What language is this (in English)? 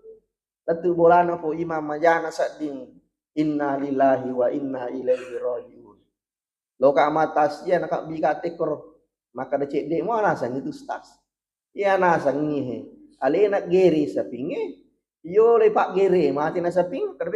Buginese